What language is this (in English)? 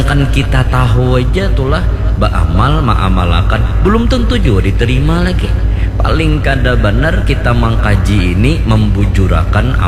Banjar